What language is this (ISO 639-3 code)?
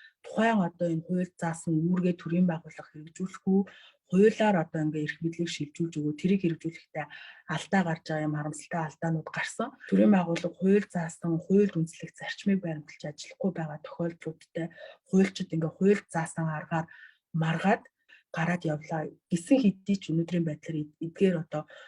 mon